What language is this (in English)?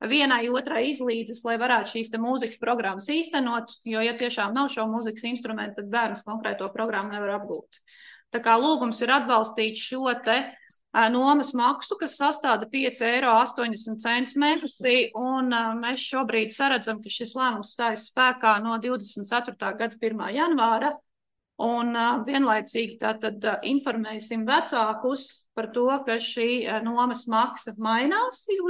Latvian